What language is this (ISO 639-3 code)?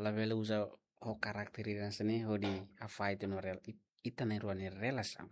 tet